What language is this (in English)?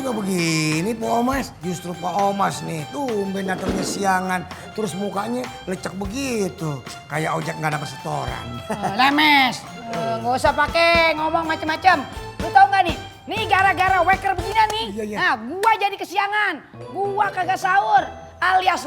Betawi